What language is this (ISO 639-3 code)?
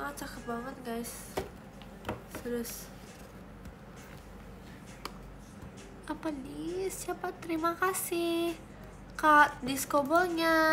ind